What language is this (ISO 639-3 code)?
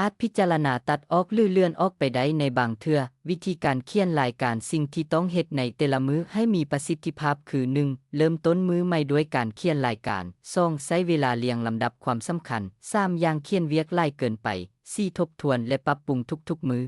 lao